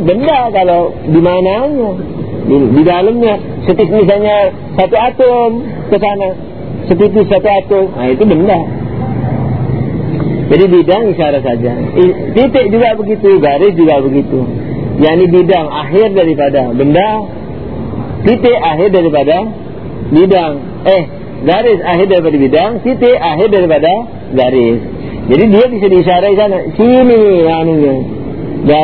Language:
Indonesian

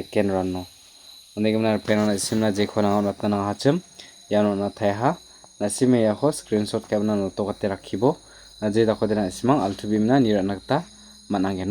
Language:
Garo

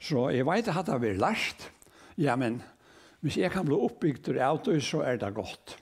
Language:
Faroese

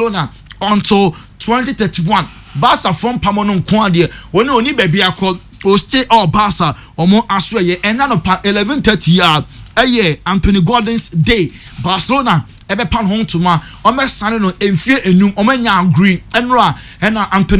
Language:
Akan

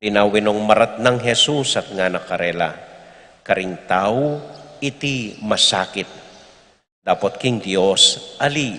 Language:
Pampanga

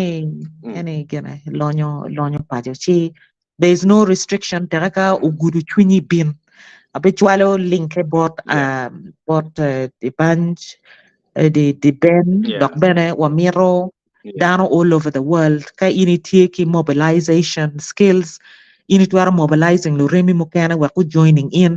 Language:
Acoli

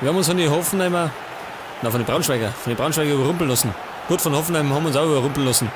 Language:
Bavarian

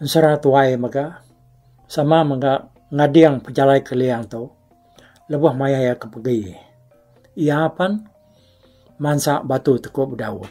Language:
Iban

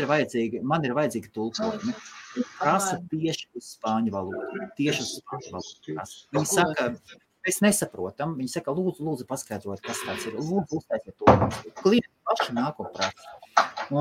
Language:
Latvian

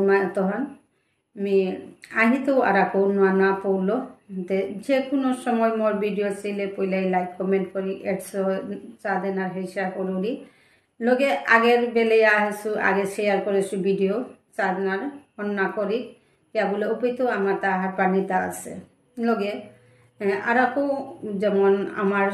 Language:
Bishnupriya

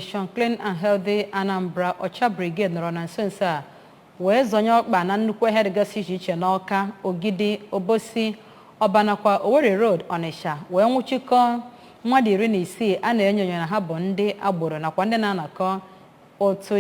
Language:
Igbo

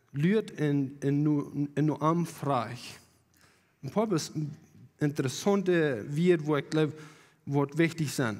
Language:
Plautdietsch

